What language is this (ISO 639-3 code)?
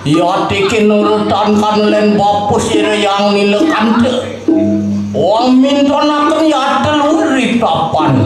ban